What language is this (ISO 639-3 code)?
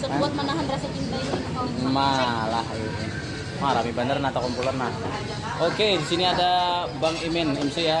bjn